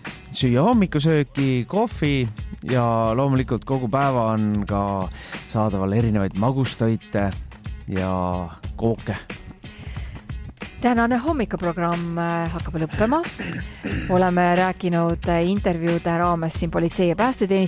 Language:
Estonian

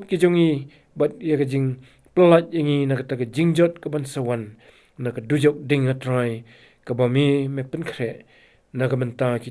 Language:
Khasi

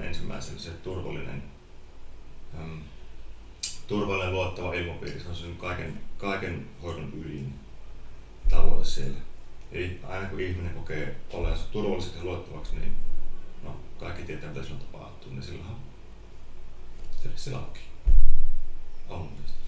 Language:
Finnish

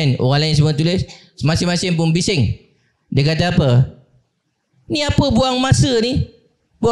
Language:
Malay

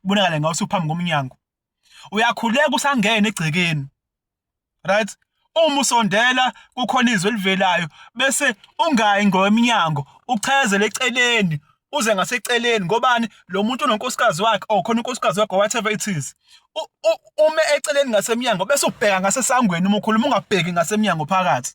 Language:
Zulu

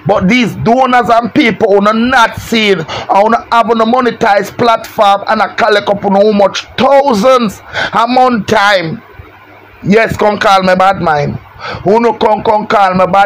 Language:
Jamaican Creole English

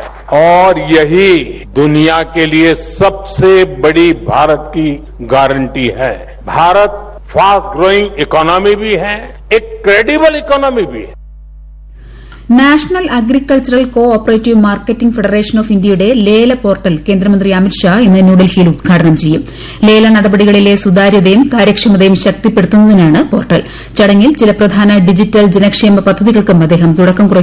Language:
Malayalam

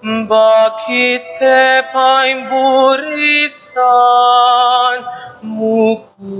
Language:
Pampanga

